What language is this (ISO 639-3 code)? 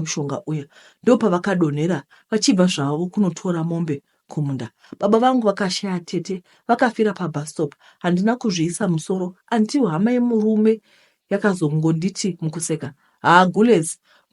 sna